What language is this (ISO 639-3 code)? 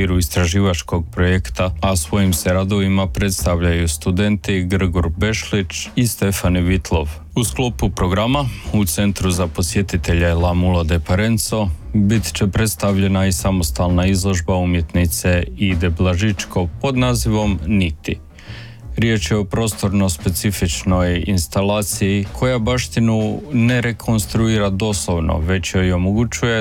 hrv